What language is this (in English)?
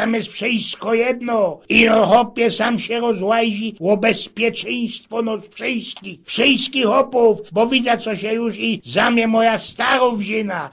Silesian